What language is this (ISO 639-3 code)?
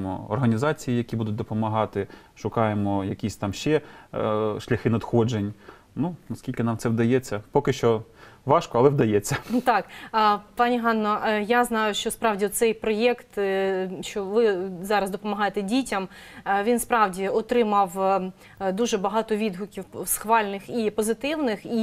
ukr